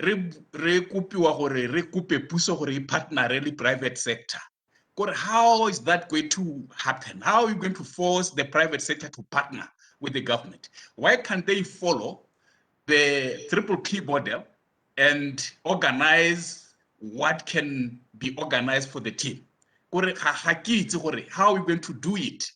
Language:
Tswana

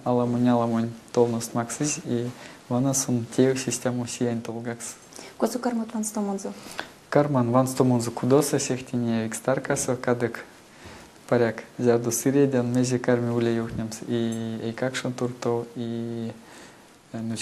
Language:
Erzya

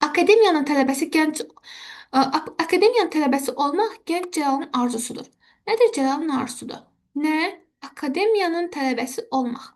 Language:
Azerbaijani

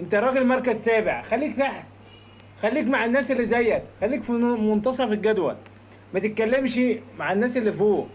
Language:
Egyptian Arabic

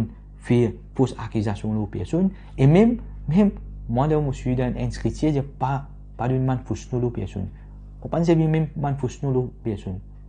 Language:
Morisyen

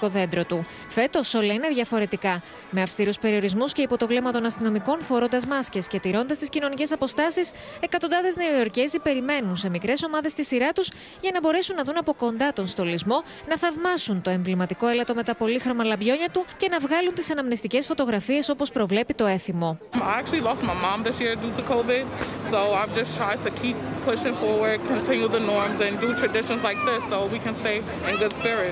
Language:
Greek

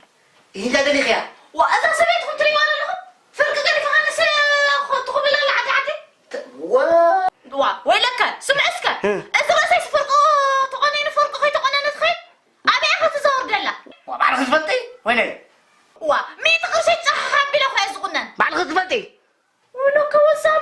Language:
Tigrinya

